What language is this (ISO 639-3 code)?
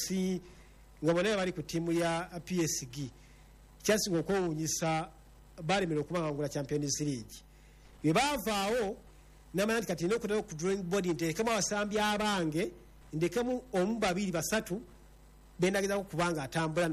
lug